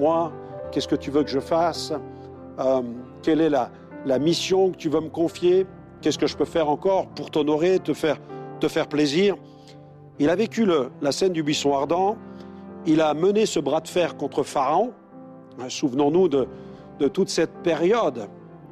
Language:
French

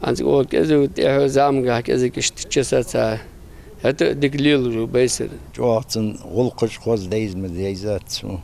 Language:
Ingush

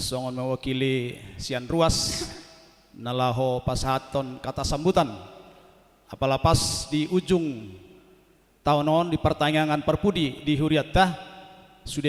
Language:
Batak Toba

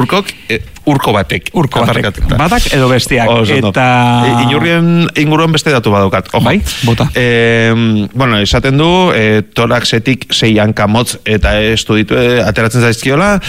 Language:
Basque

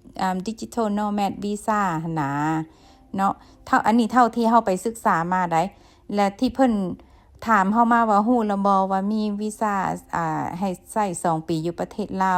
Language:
Lao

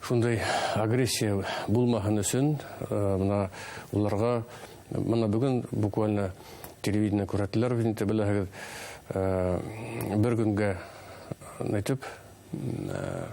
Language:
Bashkir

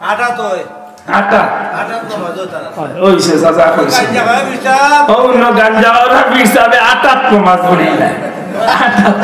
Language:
Sylheti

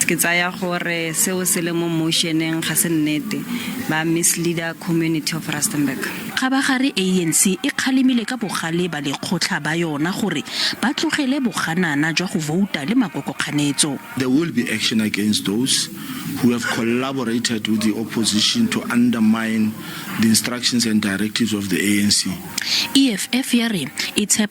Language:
Tswana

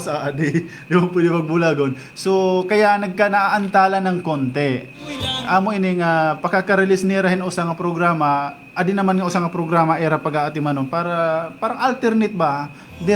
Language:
Waray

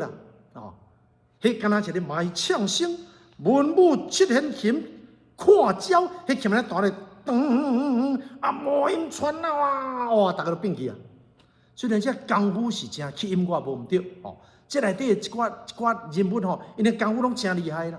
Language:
Min Nan Chinese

